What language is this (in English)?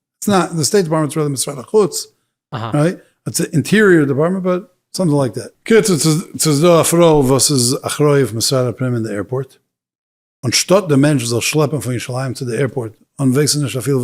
Yiddish